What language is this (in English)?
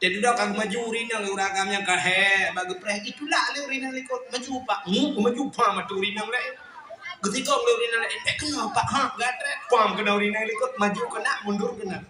Achinese